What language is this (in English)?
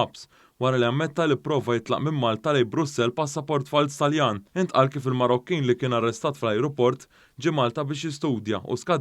Maltese